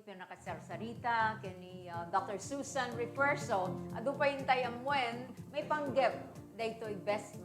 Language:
Iloko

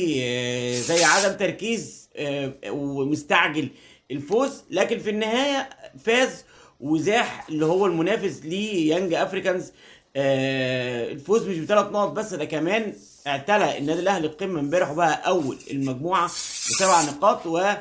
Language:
Egyptian Arabic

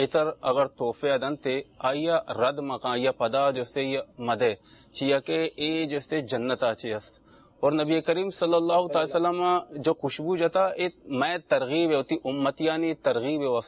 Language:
Urdu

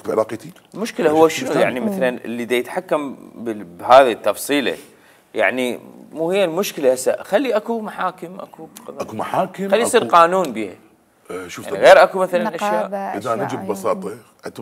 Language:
Mesopotamian Arabic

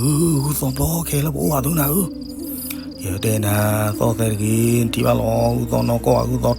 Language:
S'gaw Karen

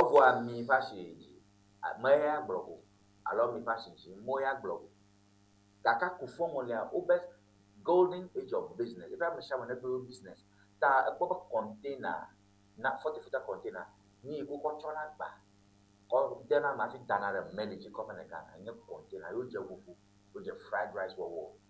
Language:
Ewe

